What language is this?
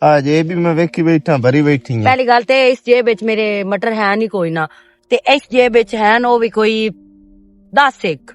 Western Panjabi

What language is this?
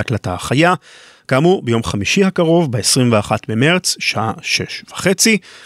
Hebrew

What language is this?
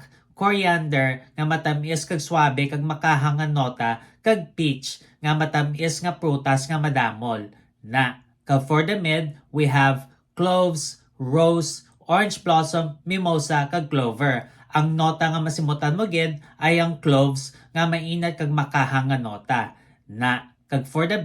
Hiligaynon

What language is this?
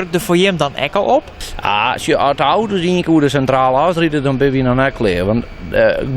Western Frisian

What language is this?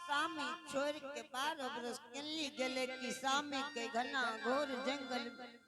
Angika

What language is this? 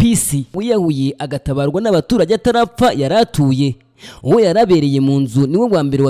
Kinyarwanda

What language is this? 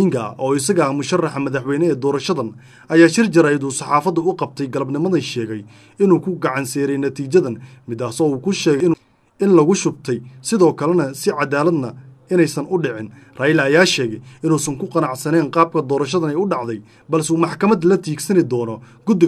Somali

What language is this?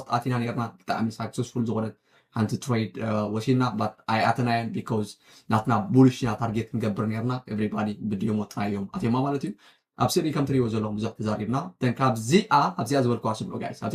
Tigrinya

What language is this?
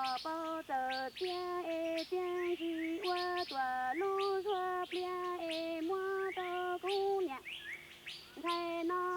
Hmong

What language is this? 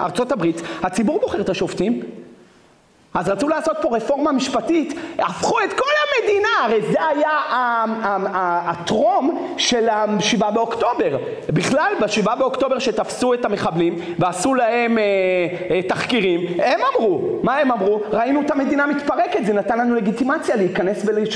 Hebrew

